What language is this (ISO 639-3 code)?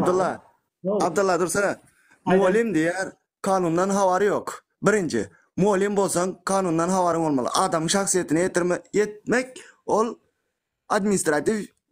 tuk